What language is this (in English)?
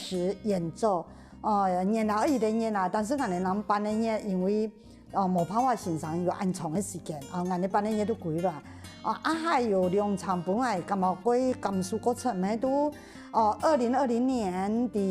Hakka Chinese